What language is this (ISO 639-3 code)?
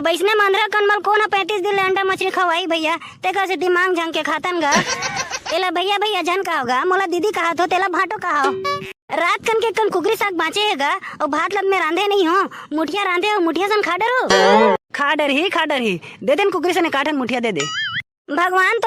hne